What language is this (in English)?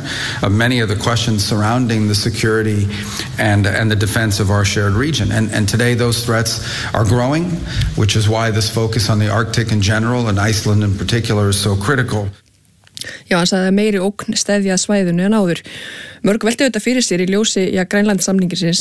Icelandic